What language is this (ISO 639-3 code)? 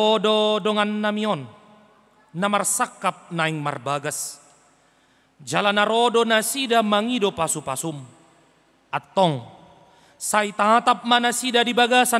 bbc